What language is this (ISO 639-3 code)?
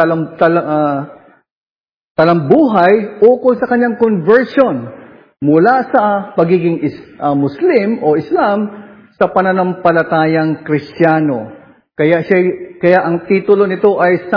fil